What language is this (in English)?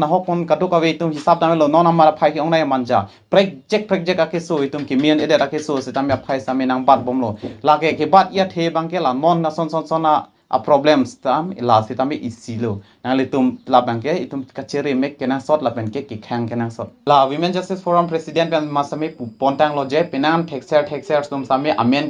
Karbi